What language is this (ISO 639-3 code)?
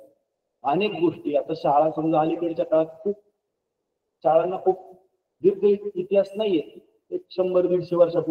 mar